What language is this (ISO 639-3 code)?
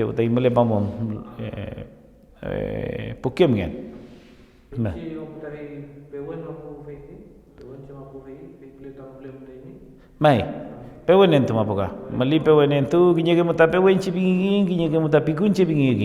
arn